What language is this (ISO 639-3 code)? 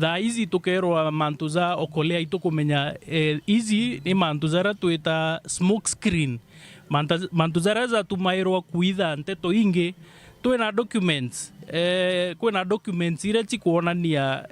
mer